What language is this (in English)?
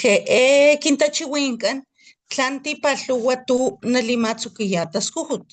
Papantla Totonac